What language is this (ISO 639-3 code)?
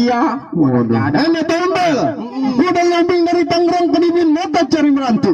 bew